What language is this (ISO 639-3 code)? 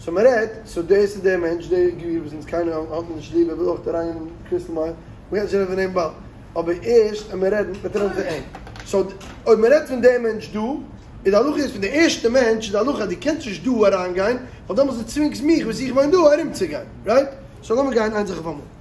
yid